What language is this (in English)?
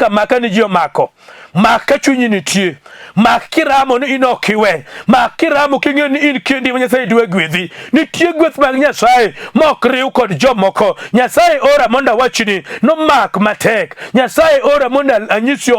Luo (Kenya and Tanzania)